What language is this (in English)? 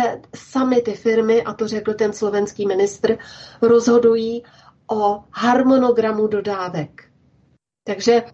Czech